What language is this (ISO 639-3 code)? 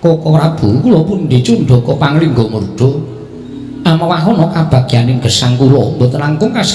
jav